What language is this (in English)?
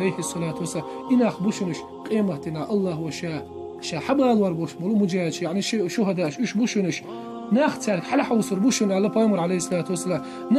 Chechen